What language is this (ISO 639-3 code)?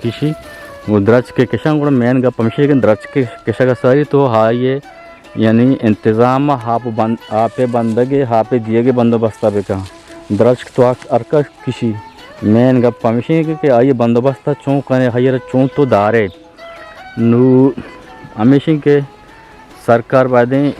bal